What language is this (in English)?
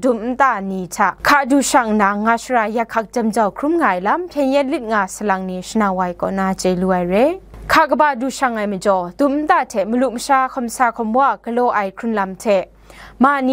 Kachin